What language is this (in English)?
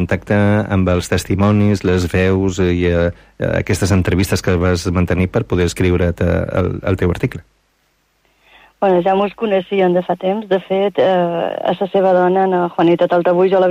Catalan